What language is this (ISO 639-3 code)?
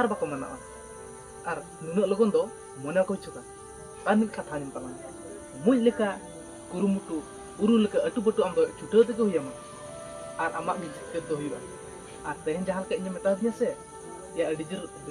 sat